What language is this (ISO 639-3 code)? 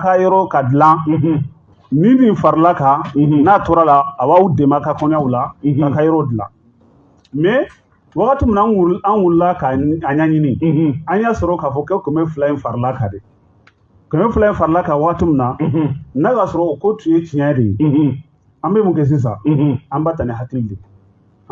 bam